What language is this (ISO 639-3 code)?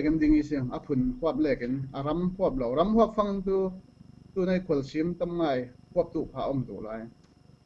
cfm